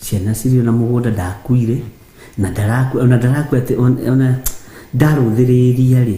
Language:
Kikuyu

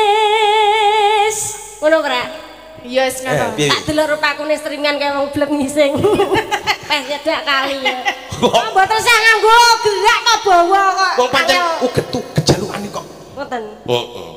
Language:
Javanese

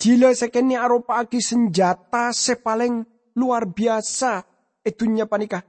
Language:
Madurese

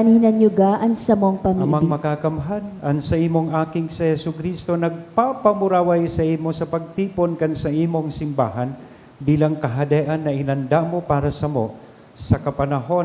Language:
Bikol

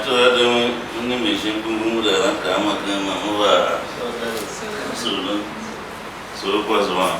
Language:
Tiv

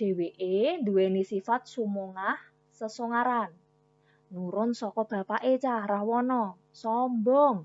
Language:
Javanese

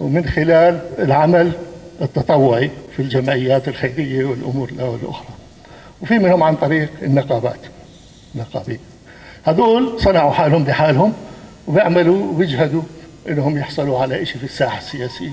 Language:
North Levantine Arabic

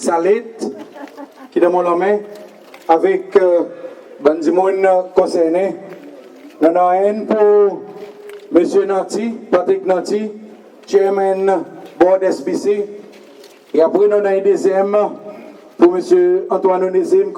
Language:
Seselwa Creole French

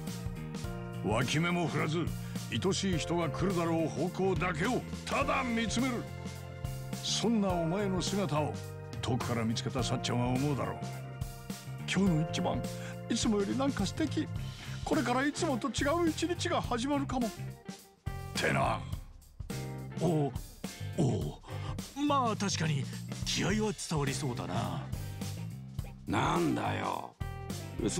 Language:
Japanese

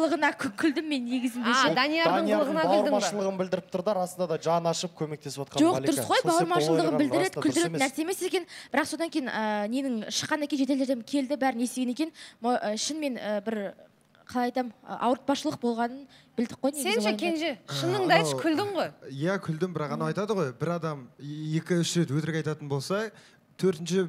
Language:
Kazakh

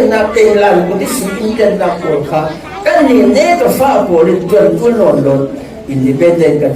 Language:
Falam Chin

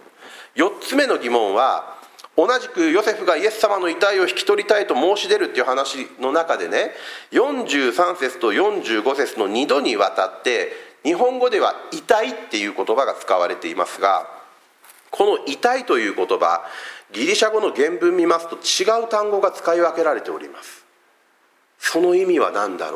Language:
Japanese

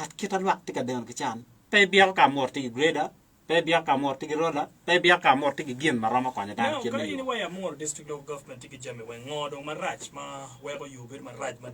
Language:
Acoli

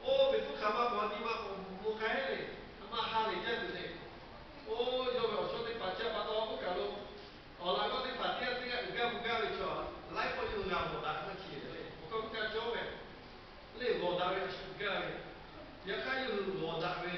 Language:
Lahu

